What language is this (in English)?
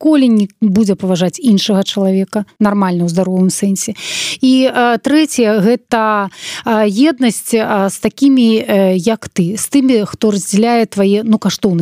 Belarusian